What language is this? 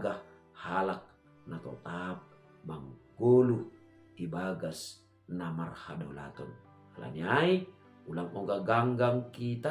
Batak Simalungun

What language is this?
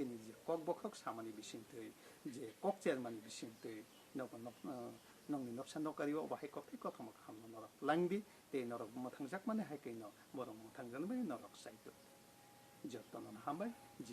Kok Borok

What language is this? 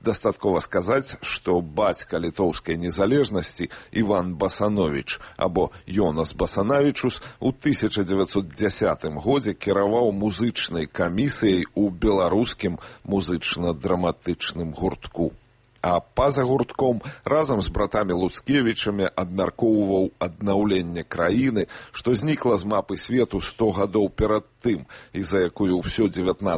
Belarusian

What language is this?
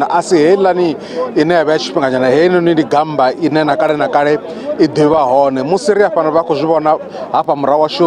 Venda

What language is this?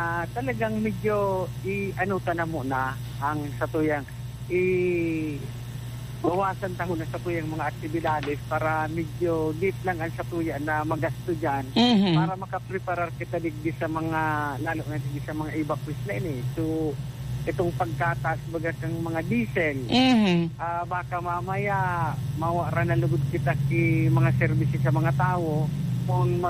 Bikol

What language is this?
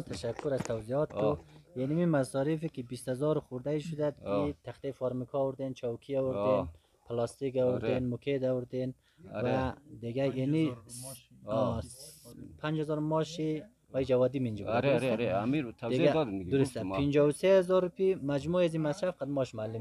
Persian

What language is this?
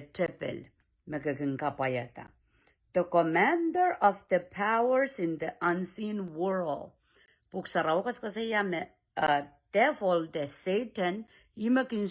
Pohnpeian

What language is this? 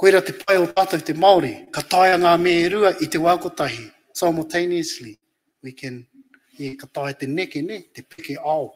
Māori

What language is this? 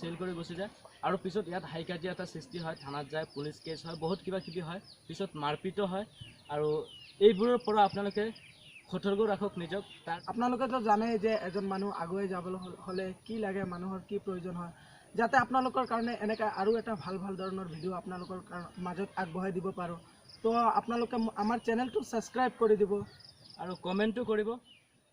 Assamese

